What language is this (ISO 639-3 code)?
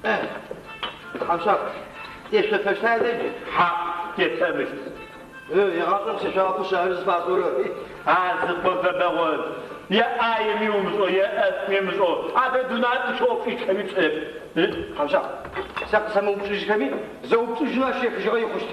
ady